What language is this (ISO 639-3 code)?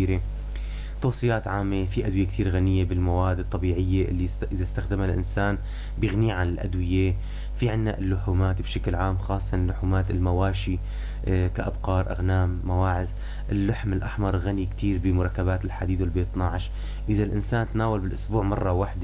apc